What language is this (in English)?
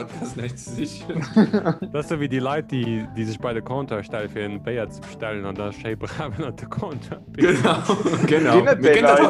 Luxembourgish